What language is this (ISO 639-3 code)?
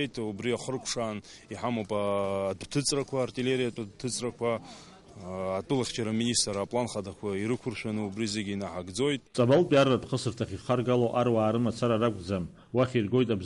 abk